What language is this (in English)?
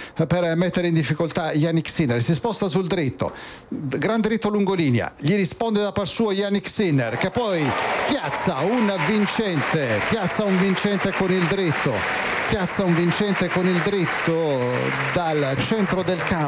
Italian